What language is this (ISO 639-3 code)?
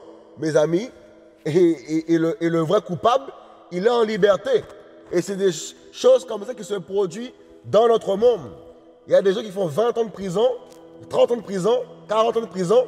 fra